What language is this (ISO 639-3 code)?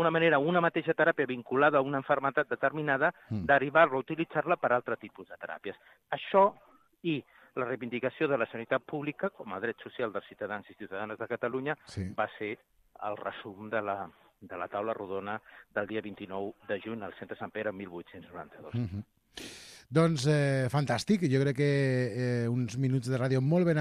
cat